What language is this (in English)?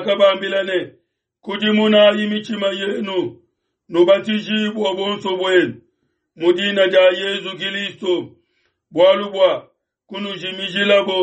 Luba-Lulua